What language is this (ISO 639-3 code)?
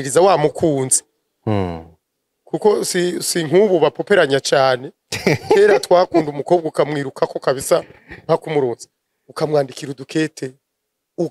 run